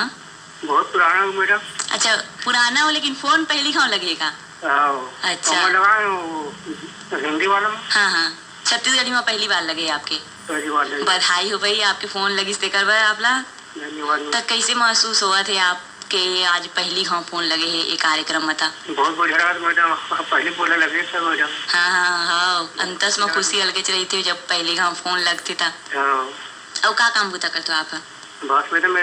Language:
Chhattisgarhi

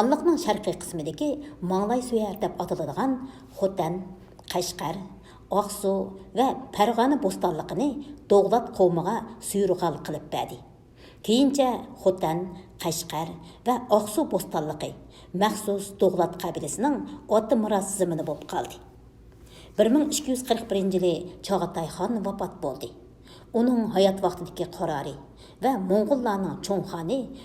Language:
Uyghur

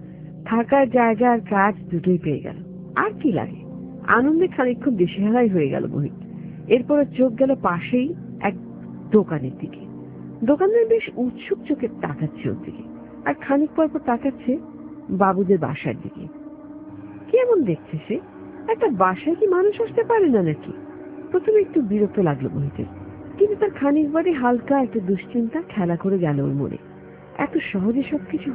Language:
Bangla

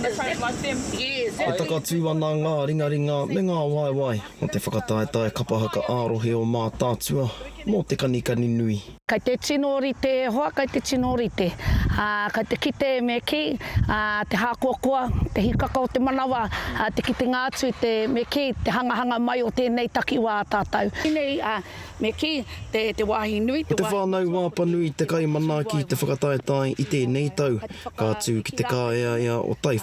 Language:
Māori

